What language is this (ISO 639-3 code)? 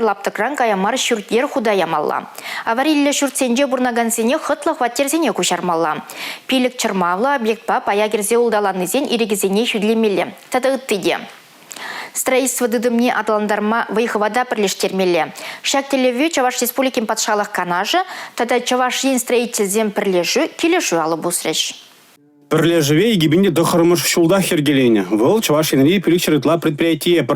chv